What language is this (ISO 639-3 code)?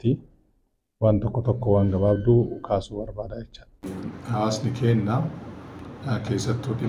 orm